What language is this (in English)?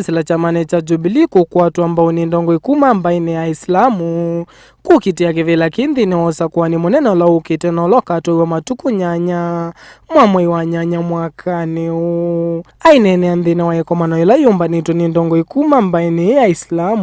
Kamba